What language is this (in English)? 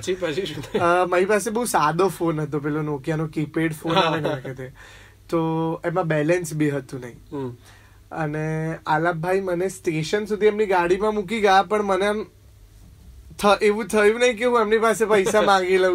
Gujarati